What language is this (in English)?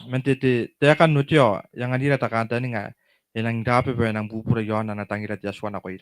Gilbertese